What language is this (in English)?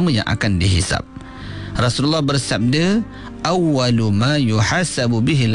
Malay